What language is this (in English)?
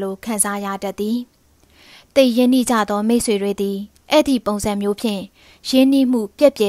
Burmese